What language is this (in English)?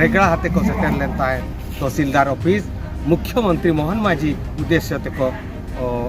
Santali